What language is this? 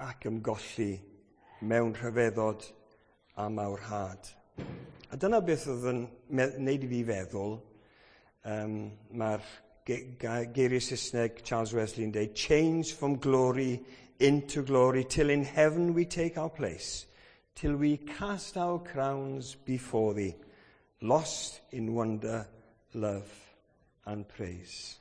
Welsh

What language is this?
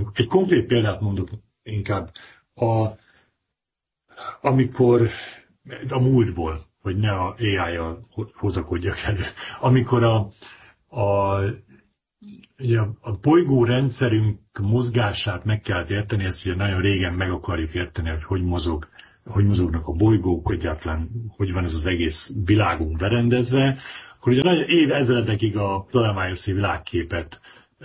Hungarian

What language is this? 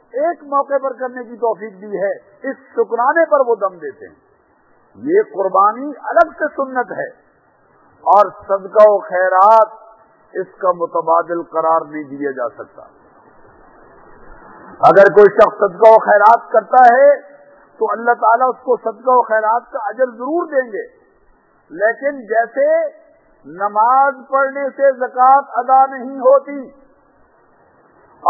Urdu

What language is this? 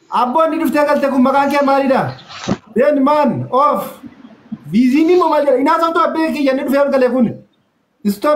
Oromo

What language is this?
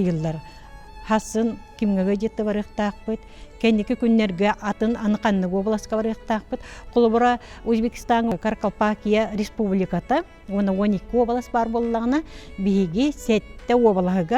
Yakut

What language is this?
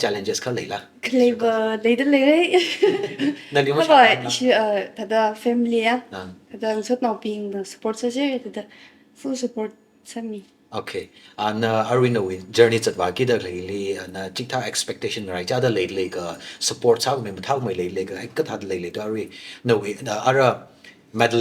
Tangkhul Naga (India)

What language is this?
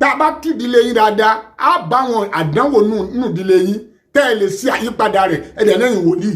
Yoruba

